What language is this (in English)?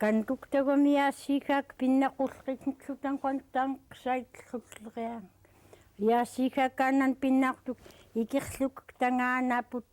Central Yupik